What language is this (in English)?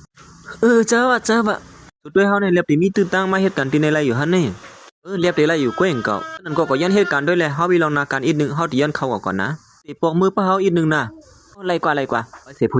Shan